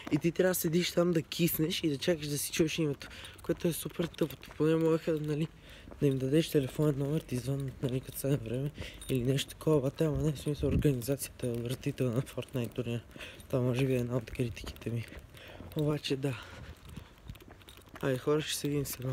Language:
Bulgarian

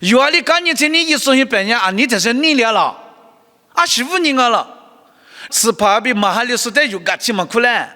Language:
Lisu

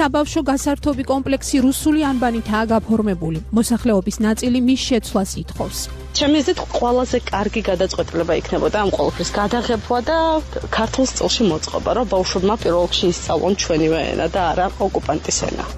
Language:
Georgian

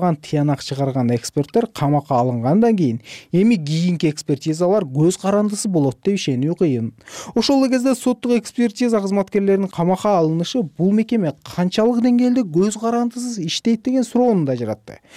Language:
Kyrgyz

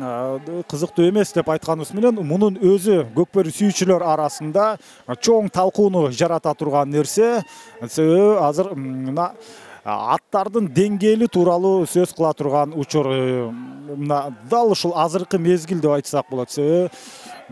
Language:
Kyrgyz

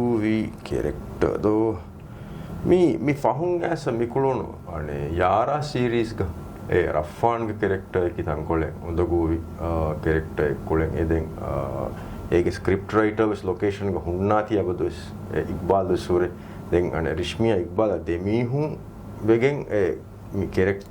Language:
Divehi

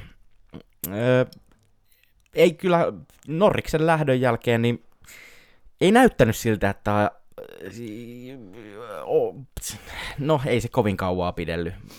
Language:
Finnish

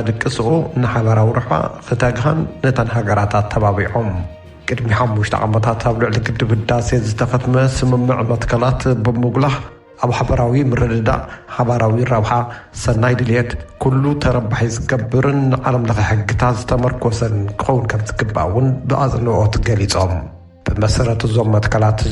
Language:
Tigrinya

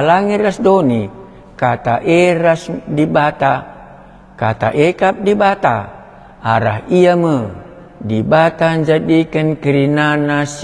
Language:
Batak Karo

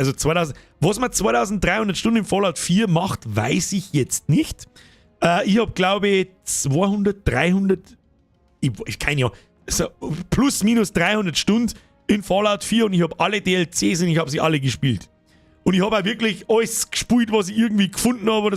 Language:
Bavarian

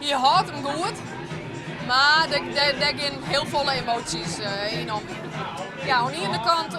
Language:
Western Frisian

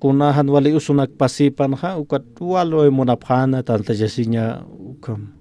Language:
Aymara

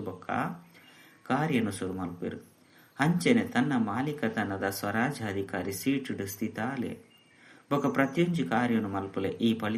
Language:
Tulu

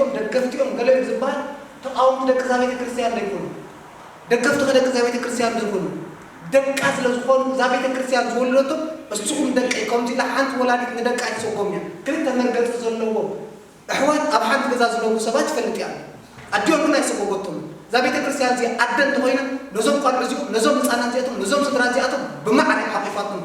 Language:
Tigrinya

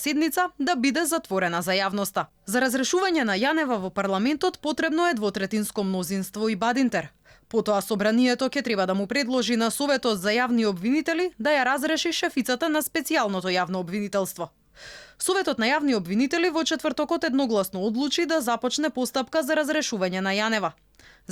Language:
Macedonian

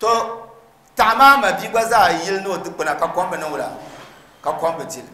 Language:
Dagbani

